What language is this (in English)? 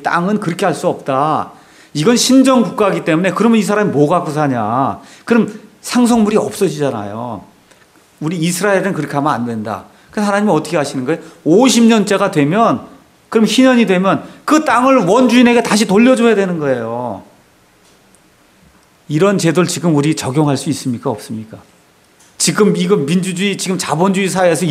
Korean